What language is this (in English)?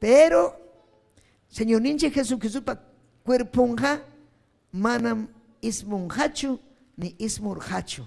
Ayacucho Quechua